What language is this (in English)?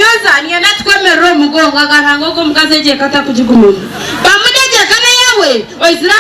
Nyankole